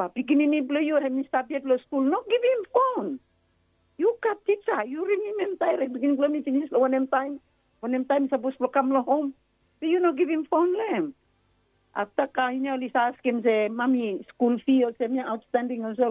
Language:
Bislama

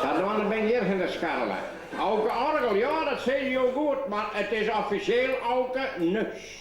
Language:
Western Frisian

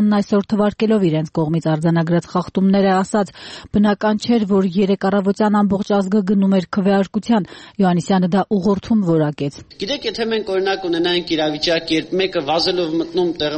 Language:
Armenian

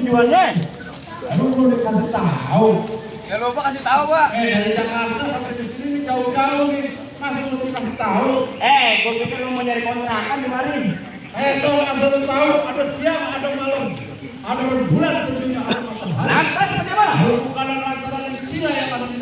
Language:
Betawi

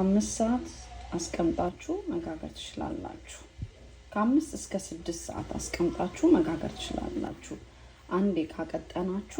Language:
Amharic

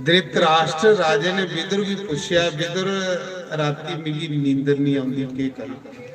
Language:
Dogri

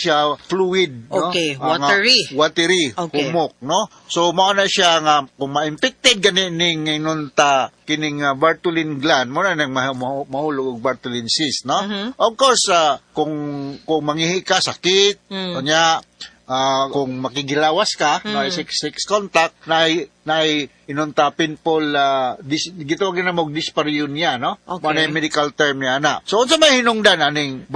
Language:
Cebuano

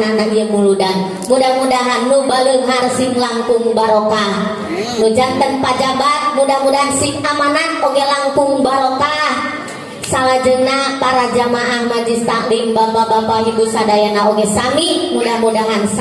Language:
Sundanese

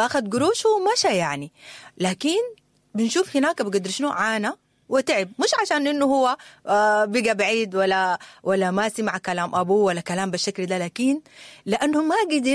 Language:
Sudanese Arabic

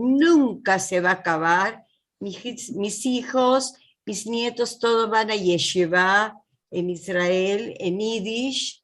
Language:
Ladino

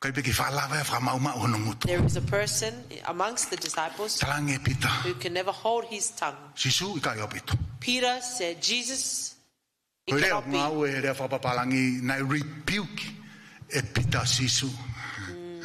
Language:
Tongan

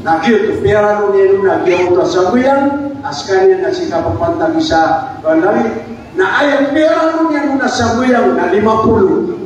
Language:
Maranao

